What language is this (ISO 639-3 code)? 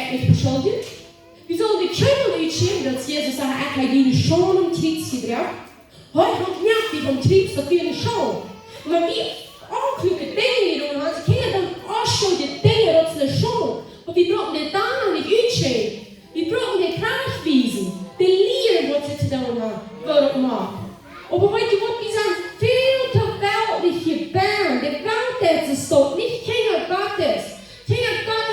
pdt